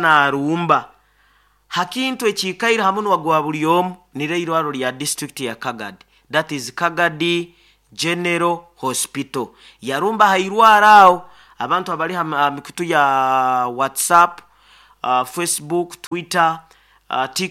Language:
Nyoro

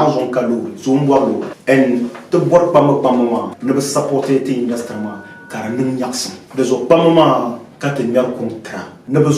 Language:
Dagbani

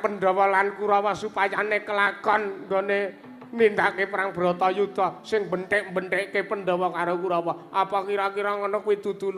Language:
Javanese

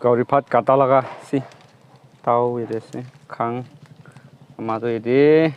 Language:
Naga Pidgin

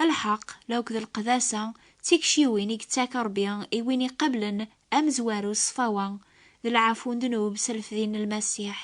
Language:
Kabyle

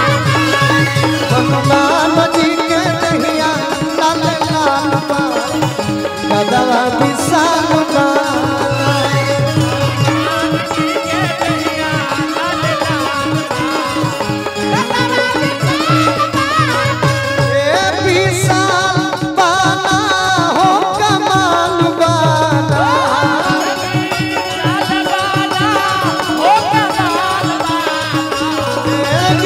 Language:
Bhojpuri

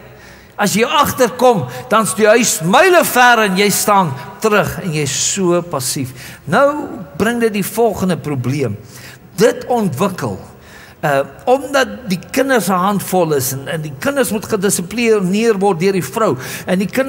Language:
Afrikaans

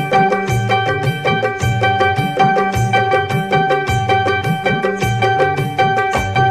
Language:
Marathi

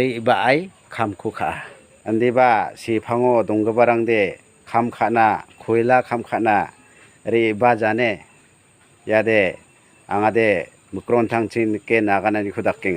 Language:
Garo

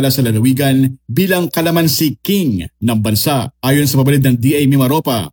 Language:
Filipino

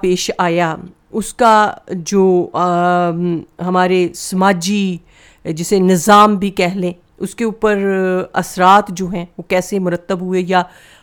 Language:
Urdu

